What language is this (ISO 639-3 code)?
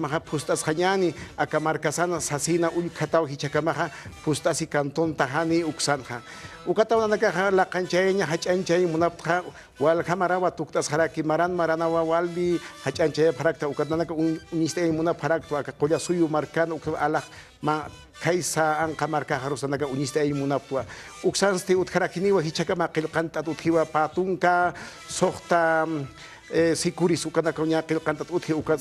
aym